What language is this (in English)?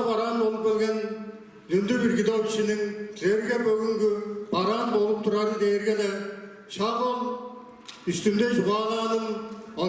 Tuvinian